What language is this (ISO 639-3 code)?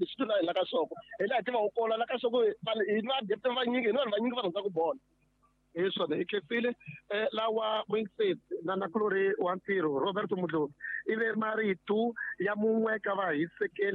tso